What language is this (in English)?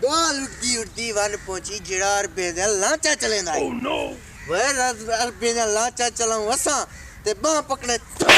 Saraiki